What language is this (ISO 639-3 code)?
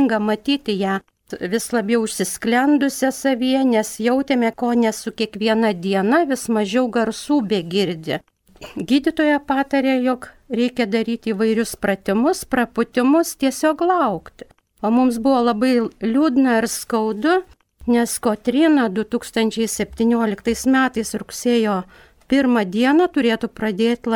lit